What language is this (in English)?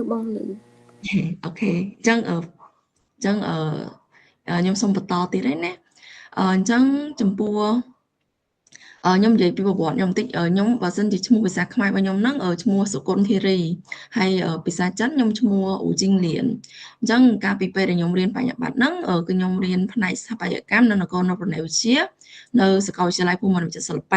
Khmer